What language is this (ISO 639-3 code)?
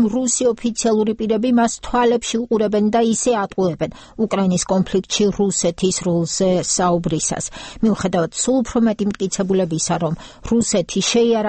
kat